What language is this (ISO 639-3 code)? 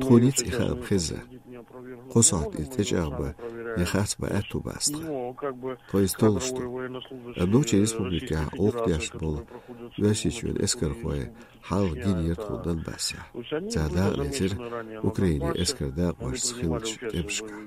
che